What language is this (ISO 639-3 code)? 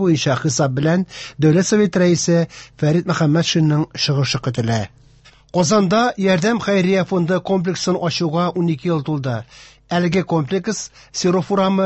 tat